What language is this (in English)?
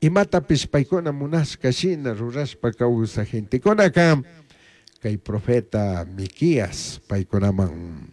Chimborazo Highland Quichua